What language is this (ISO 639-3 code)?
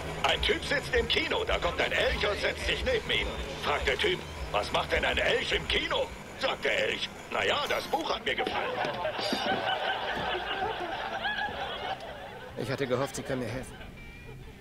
deu